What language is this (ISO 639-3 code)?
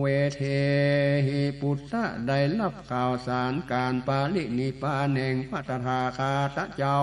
nod